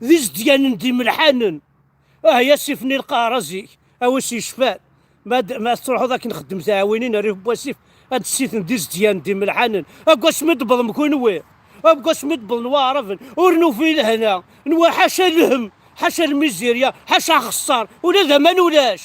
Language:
Kabyle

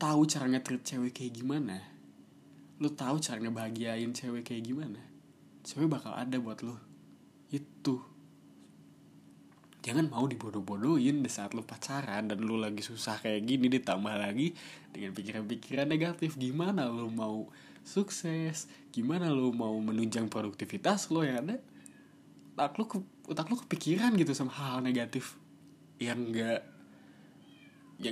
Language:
Indonesian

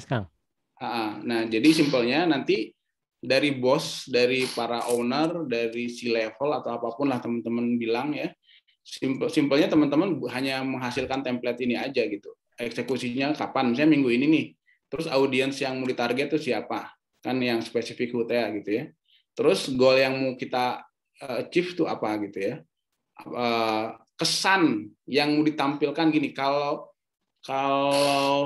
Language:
Indonesian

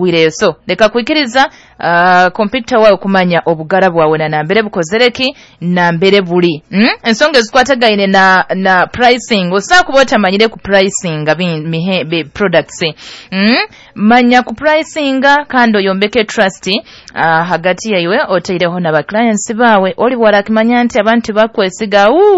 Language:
Nyoro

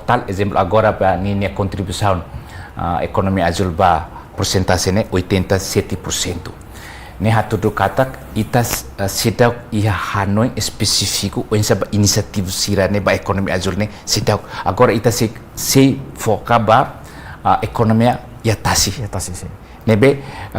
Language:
Tetum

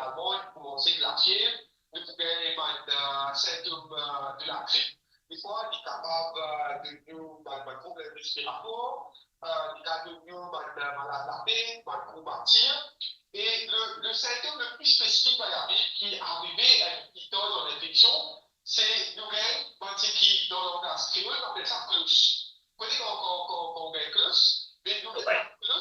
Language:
Morisyen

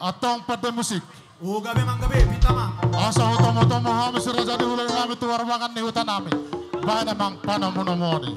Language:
Batak Toba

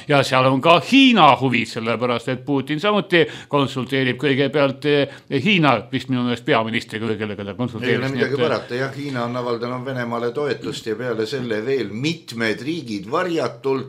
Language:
Estonian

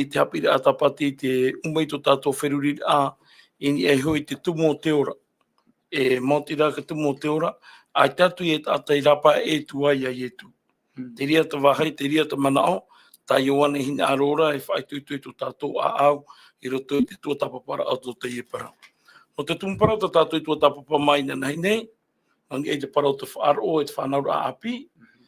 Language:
Tahitian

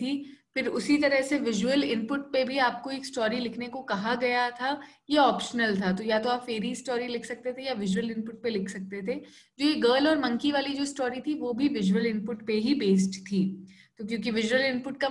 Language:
Hindi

